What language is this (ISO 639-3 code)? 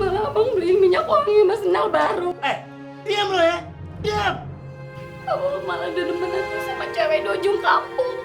bew